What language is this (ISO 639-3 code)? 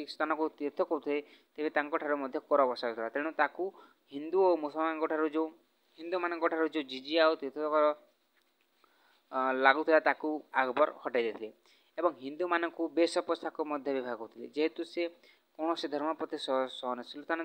ori